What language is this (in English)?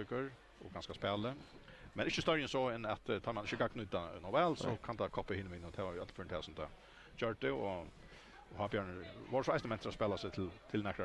Faroese